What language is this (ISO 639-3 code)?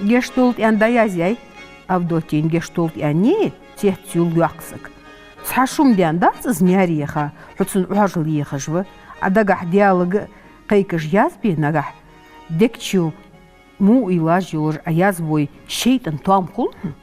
inh